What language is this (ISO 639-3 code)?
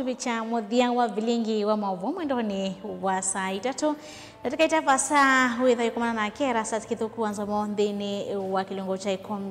kam